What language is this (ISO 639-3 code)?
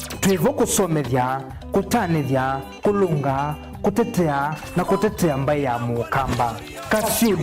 kam